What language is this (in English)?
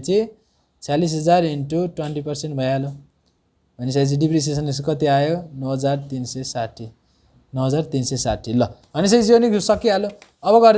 Nepali